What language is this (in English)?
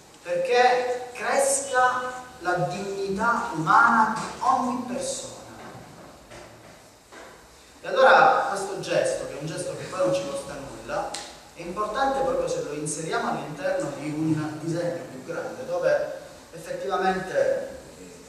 Italian